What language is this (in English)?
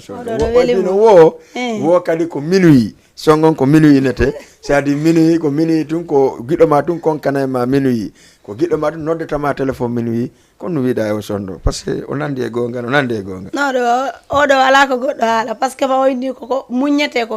Fula